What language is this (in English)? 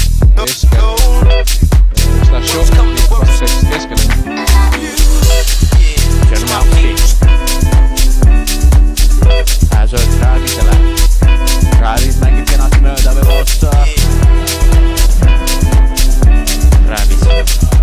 Estonian